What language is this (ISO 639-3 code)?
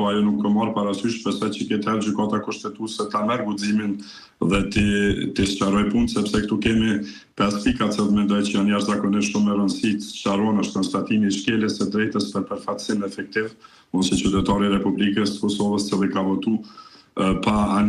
sqi